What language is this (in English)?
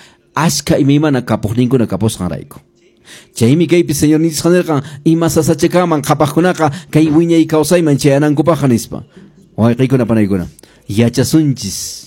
Quechua